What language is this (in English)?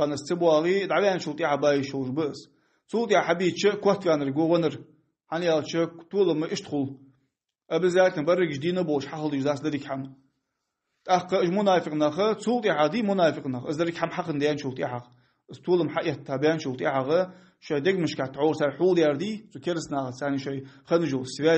Ingush